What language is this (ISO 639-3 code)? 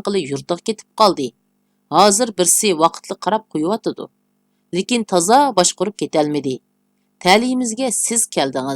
uig